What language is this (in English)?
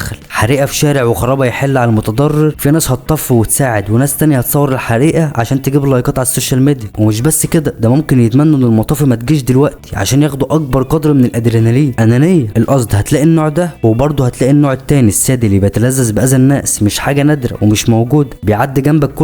Egyptian Arabic